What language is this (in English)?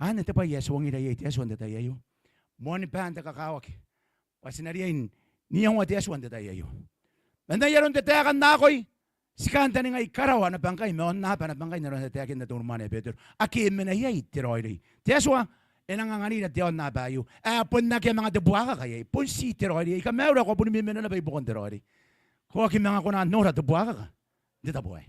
Gilbertese